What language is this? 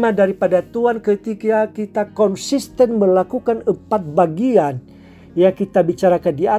Indonesian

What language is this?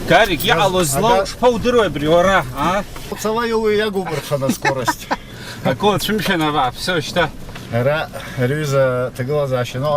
Abkhazian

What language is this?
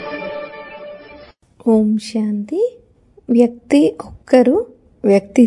Telugu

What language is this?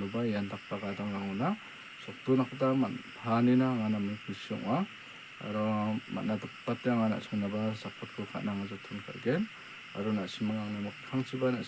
Garo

